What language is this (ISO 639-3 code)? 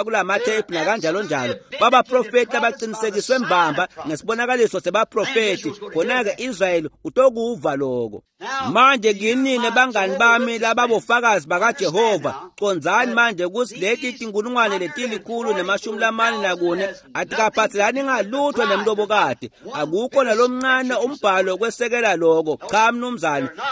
ssw